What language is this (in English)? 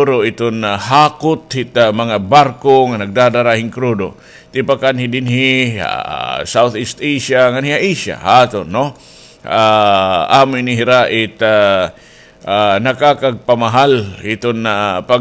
Waray